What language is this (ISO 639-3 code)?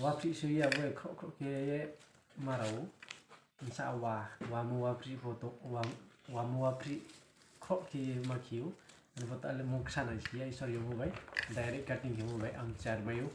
ria